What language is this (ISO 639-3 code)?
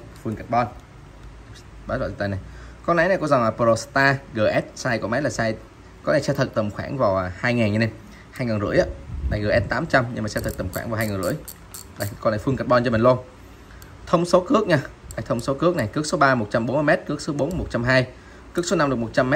vie